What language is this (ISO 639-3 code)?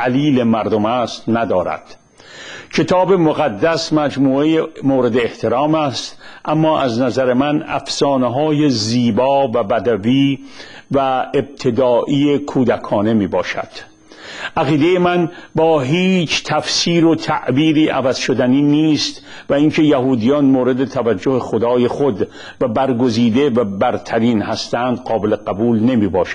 fas